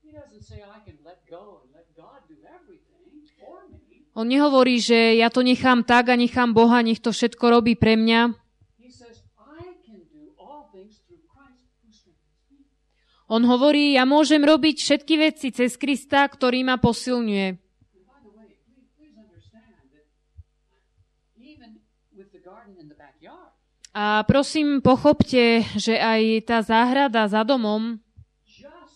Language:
Slovak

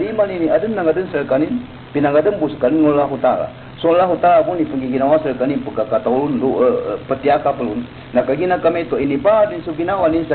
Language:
Maranao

